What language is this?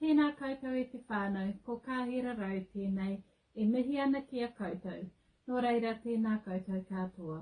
Māori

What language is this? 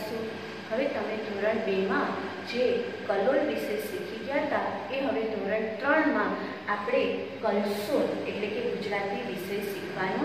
Gujarati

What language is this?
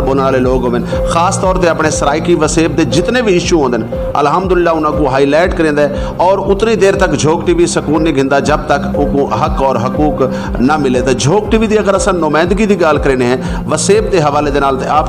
Saraiki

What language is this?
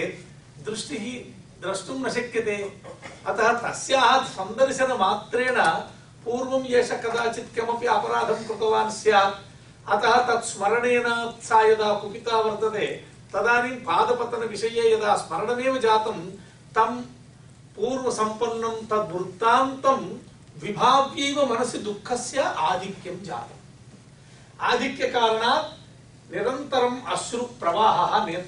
Sanskrit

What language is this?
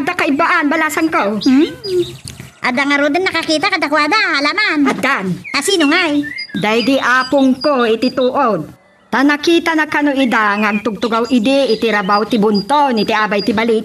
Iloko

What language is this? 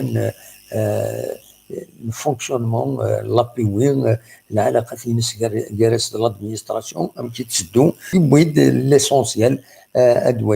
Kabyle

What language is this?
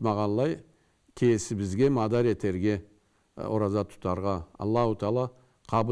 Karachay-Balkar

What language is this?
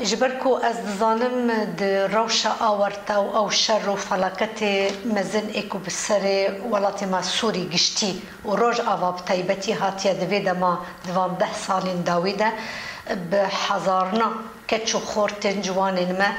Kurdish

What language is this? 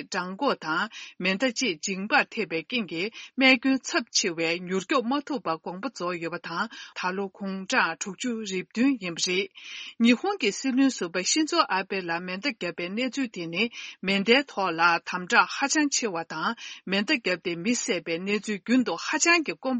Tibetan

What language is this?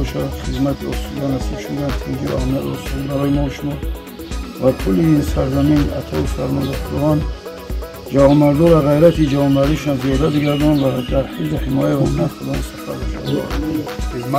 Tajik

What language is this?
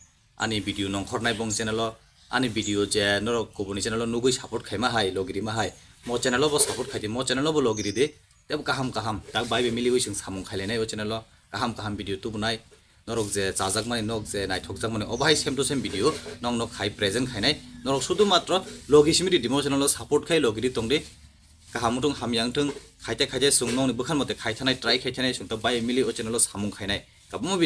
Kok Borok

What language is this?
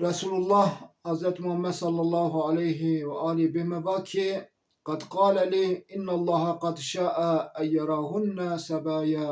Zaza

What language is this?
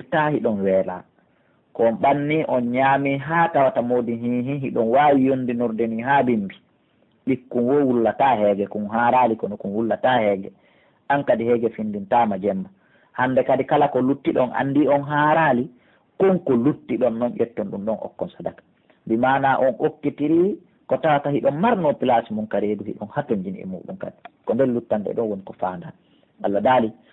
Pular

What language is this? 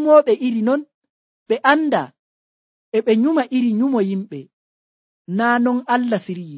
Nigerian Fulfulde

